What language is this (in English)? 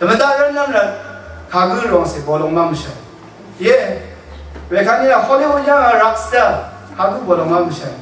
Rawang